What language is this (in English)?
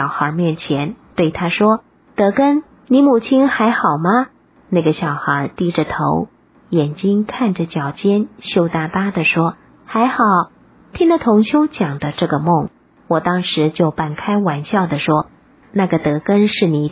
Chinese